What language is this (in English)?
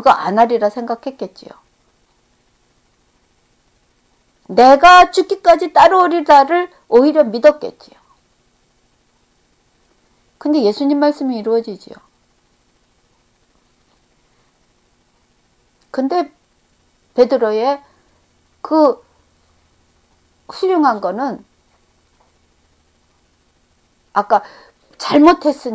Korean